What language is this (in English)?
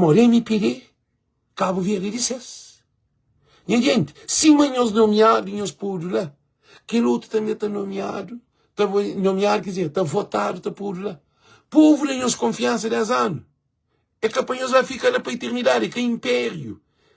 Kabuverdianu